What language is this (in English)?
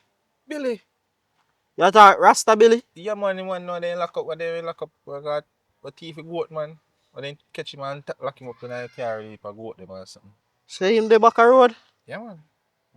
Jamaican Creole English